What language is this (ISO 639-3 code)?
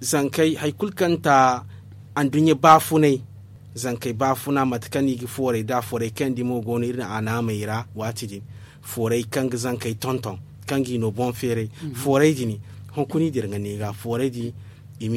dje